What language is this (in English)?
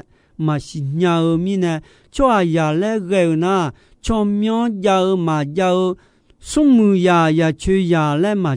Akha